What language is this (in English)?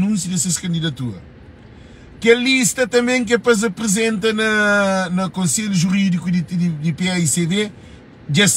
Kabuverdianu